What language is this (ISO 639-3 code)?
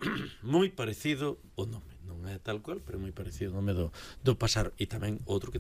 glg